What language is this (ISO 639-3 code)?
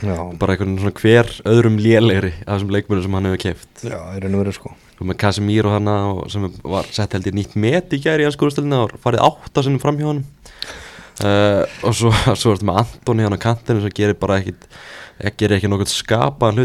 isl